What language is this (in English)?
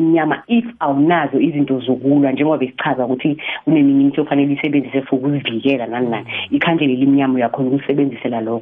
South Ndebele